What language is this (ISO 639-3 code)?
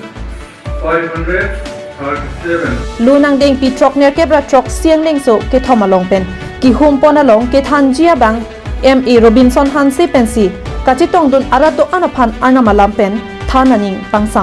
mjw